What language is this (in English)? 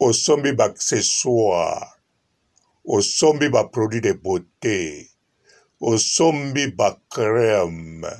Lingala